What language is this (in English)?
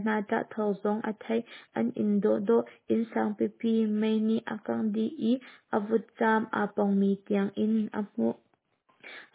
Hakha Chin